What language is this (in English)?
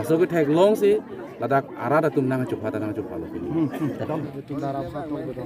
Karbi